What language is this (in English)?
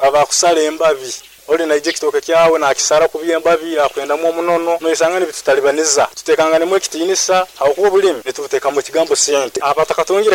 Nyoro